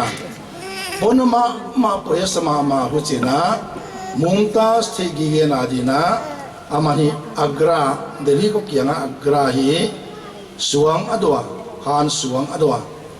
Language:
Paite Chin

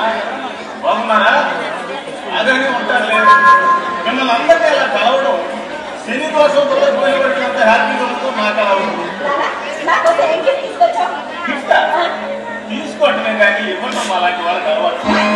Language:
Telugu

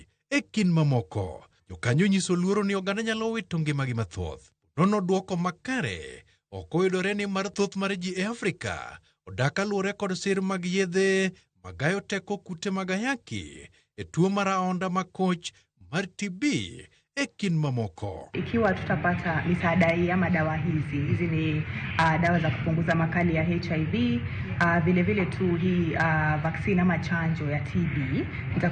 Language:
Luo (Kenya and Tanzania)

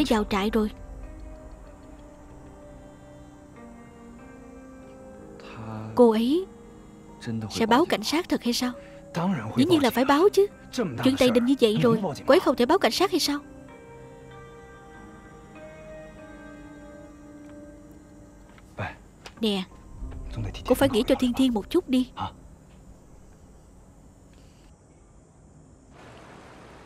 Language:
Vietnamese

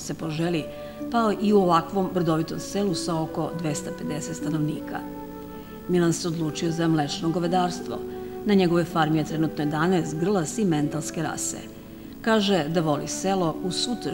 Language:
Serbian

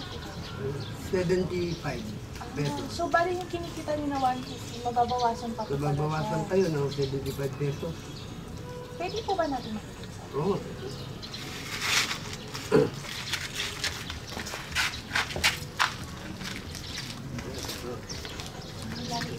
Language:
Filipino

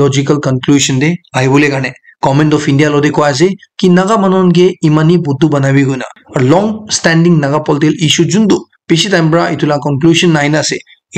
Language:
Naga Pidgin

